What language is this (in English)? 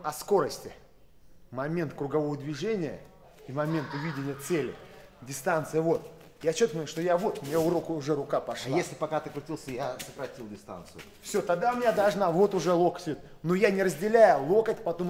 Russian